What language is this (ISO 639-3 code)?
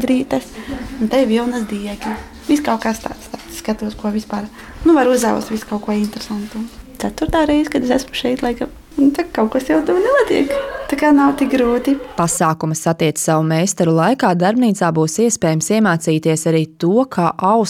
lav